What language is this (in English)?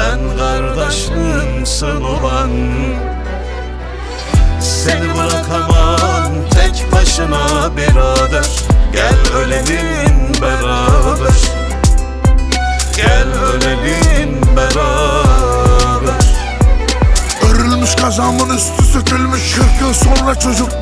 Turkish